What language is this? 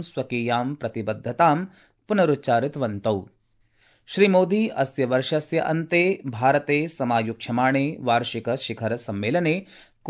Sanskrit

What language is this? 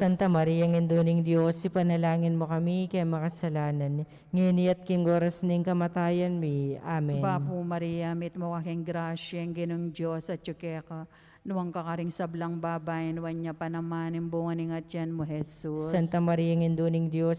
Pampanga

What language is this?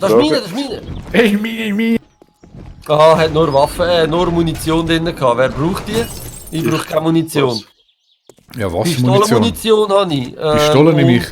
Swiss German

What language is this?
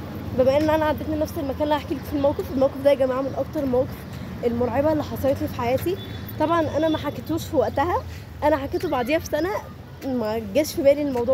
Egyptian Arabic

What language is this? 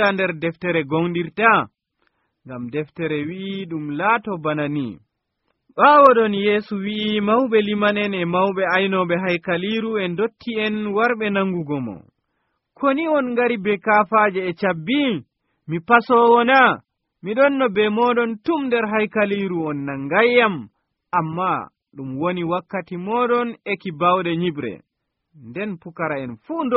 Nigerian Fulfulde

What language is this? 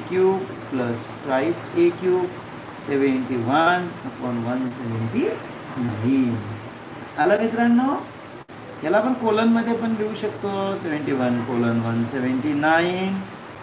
Marathi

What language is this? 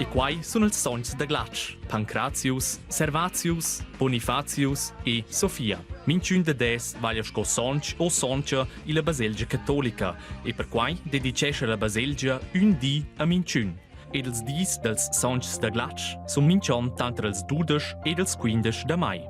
Romansh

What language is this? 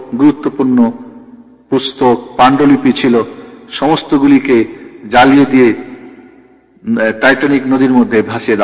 Bangla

